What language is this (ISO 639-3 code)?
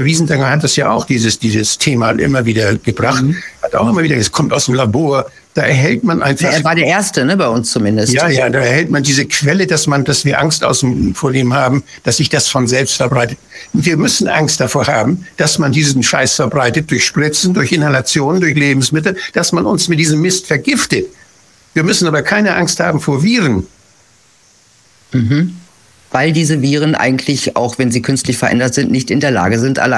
deu